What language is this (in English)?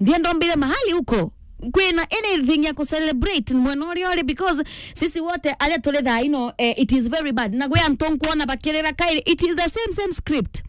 Meru